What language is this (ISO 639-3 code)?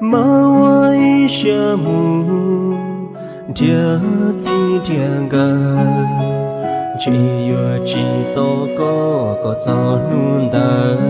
hmn